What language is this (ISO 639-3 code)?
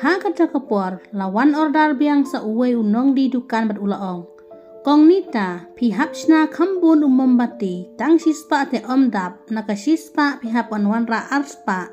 kha